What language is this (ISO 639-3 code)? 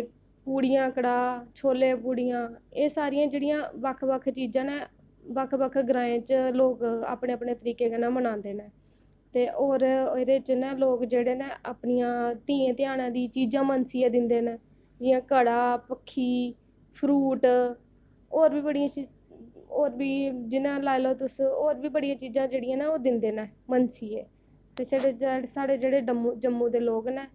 doi